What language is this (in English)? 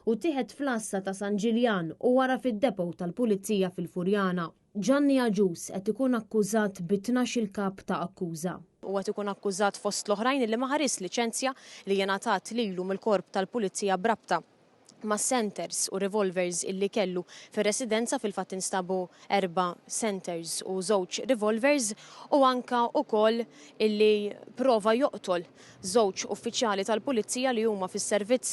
Maltese